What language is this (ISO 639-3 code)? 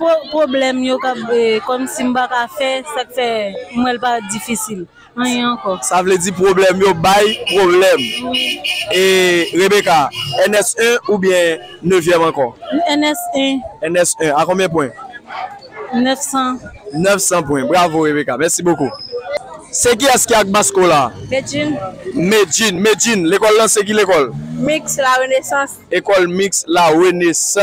hat